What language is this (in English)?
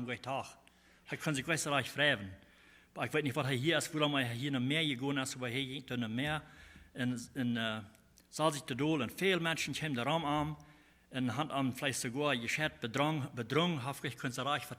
Plautdietsch